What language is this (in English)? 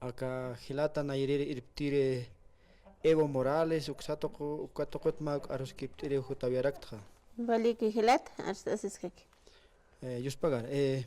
Aymara